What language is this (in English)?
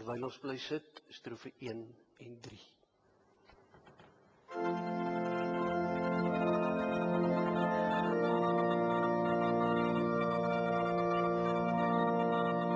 Afrikaans